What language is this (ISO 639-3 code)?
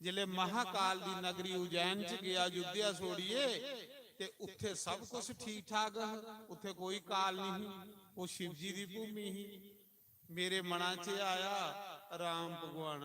doi